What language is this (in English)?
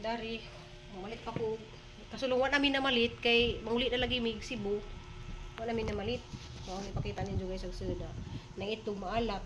Cebuano